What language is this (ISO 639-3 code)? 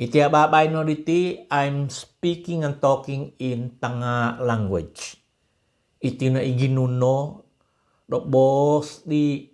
dtp